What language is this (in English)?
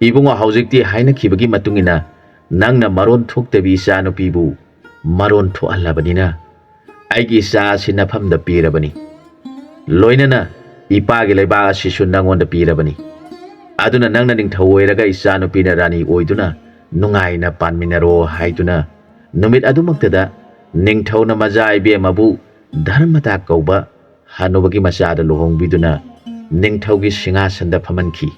Manipuri